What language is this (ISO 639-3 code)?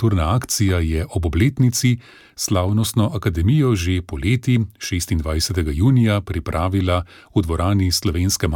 slv